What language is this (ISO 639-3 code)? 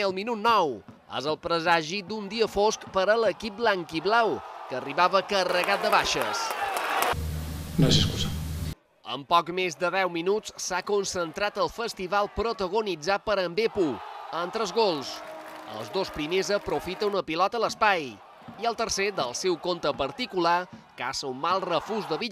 cat